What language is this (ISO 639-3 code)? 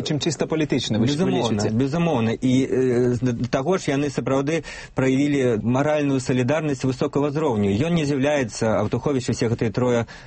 bel